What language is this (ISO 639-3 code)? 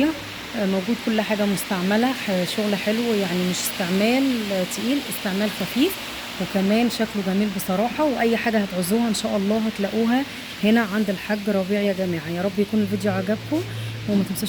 arz